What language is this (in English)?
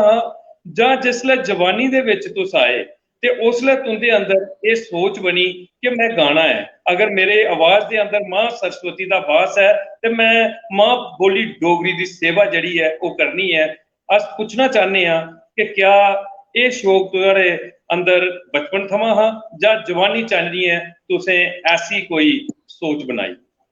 Dogri